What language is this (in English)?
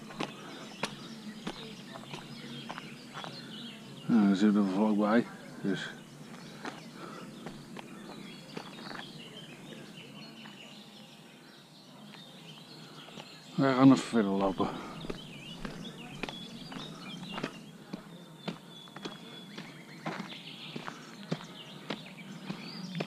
Dutch